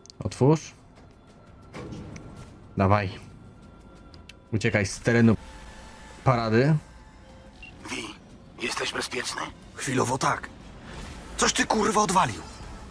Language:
Polish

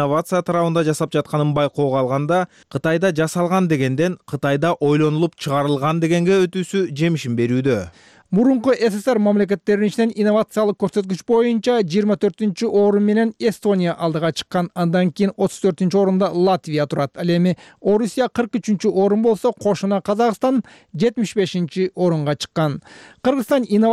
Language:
Kyrgyz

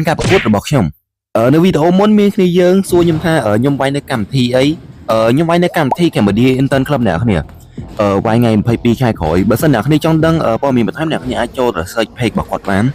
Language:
Khmer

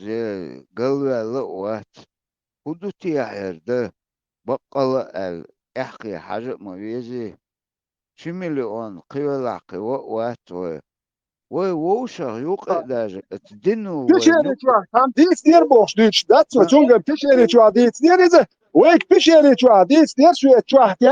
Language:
Chechen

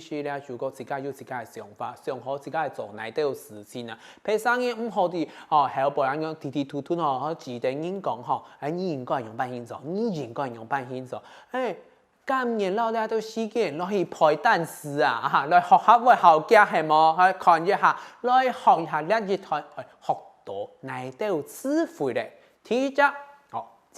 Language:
Hakka Chinese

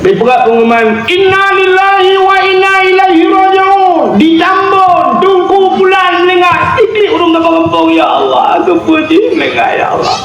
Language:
Achinese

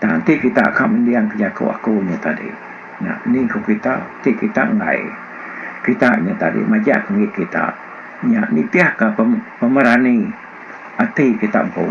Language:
Iban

